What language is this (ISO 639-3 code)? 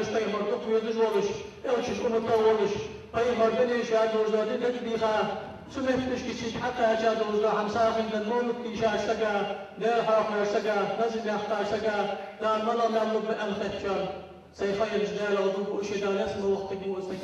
inh